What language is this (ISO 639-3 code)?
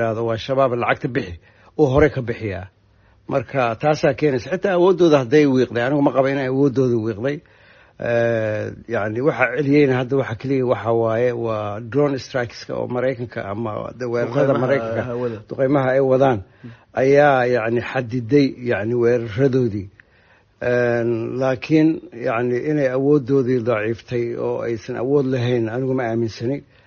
som